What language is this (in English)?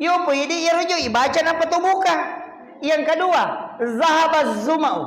Buginese